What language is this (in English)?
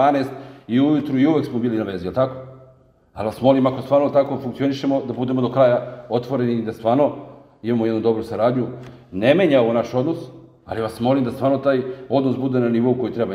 Serbian